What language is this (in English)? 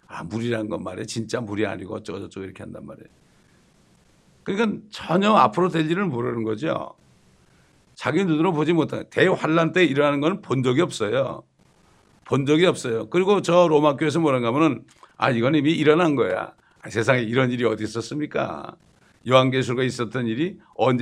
Korean